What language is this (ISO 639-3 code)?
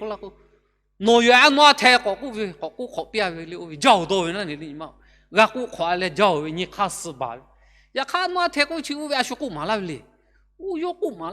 lhu